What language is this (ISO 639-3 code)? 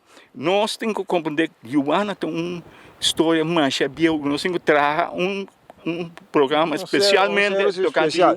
pap